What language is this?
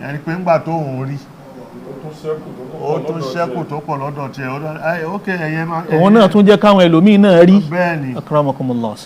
Yoruba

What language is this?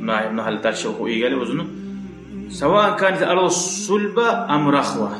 Kumyk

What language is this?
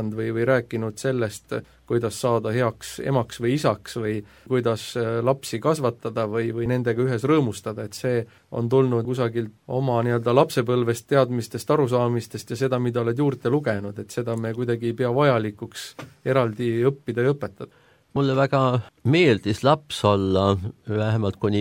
Estonian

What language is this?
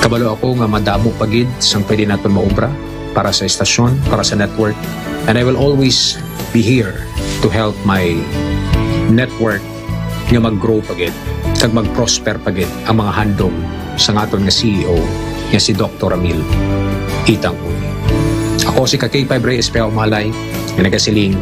Hiligaynon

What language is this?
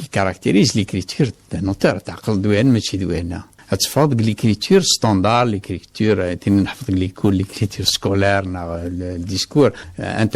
Kabyle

